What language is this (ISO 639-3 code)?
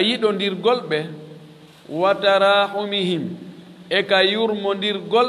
ful